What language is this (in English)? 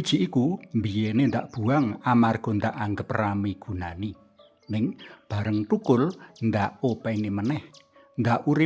Javanese